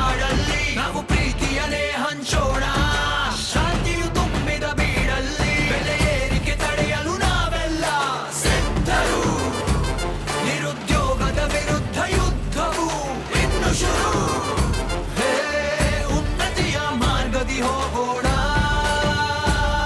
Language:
Kannada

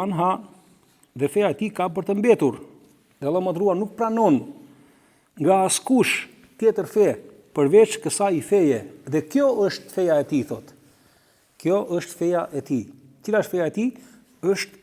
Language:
Albanian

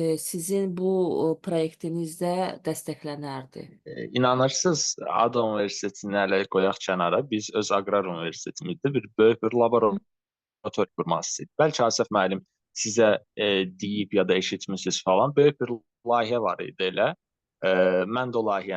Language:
Azerbaijani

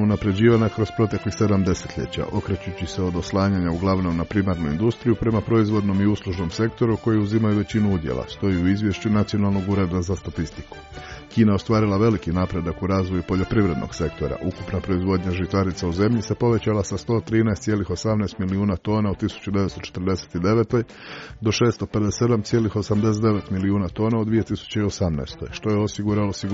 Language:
Croatian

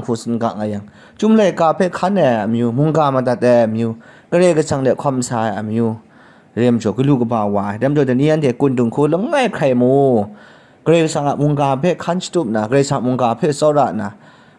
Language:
Kachin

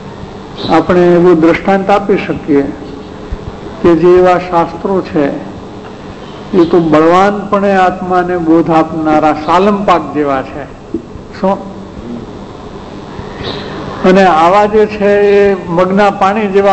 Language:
Gujarati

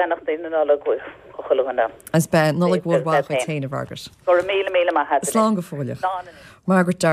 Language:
Irish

